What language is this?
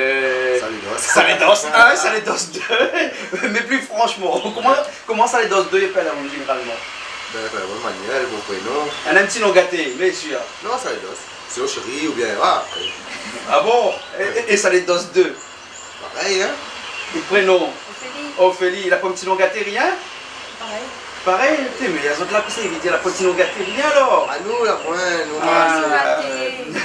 Réunion Creole French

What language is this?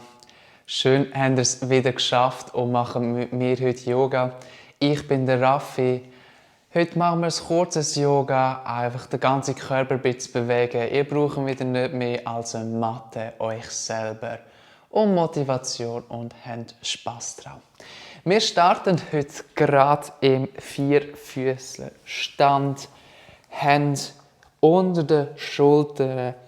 Swiss German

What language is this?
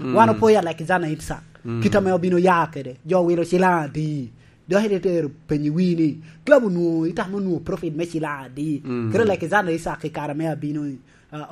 Lango (Uganda)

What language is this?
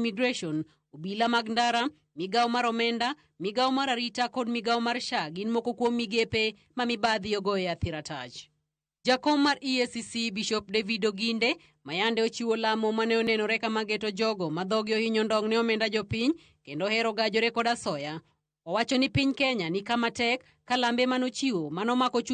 Luo (Kenya and Tanzania)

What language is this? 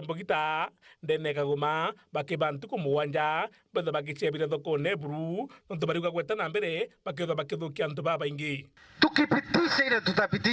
Meru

